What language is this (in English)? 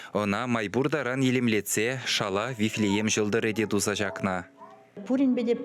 Chuvash